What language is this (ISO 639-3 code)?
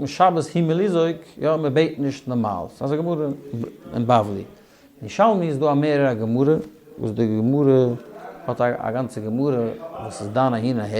yid